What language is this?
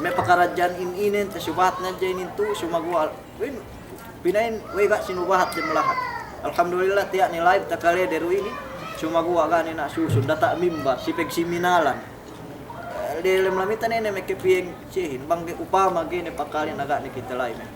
Yakan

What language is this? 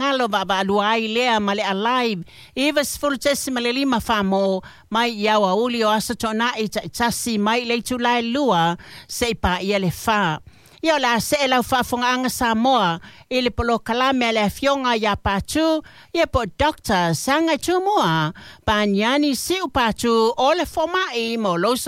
Samoan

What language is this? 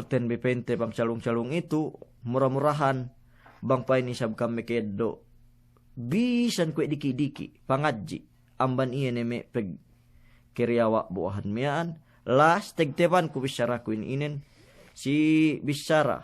Yakan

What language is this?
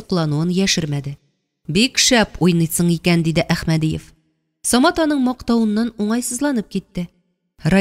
Tatar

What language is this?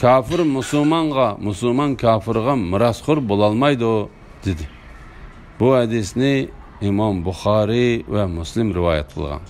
Uyghur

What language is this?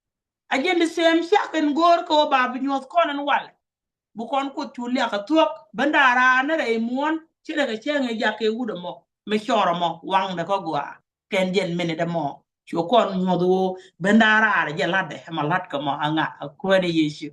Nuer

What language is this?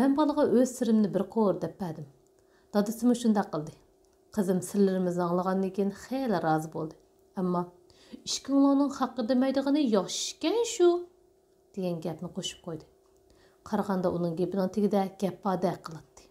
Uyghur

